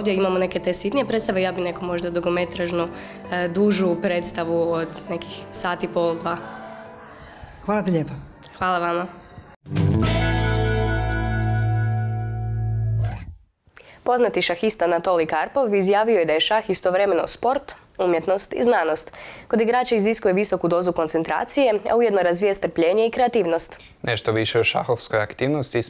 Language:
Croatian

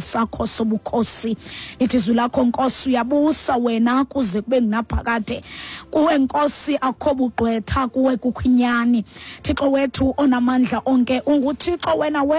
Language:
Xhosa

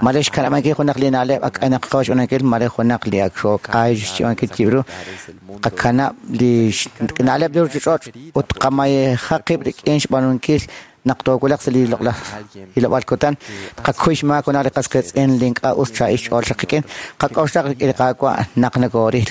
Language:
Kekchí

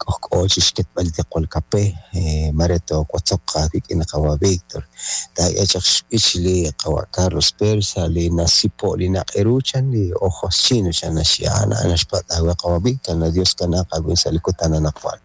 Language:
Kekchí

